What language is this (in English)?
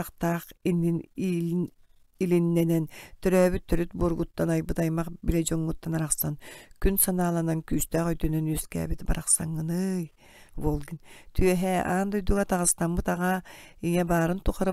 Yakut